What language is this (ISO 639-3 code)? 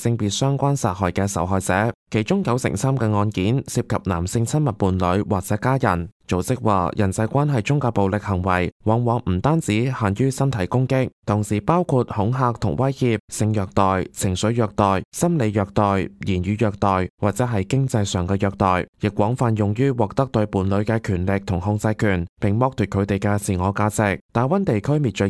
yue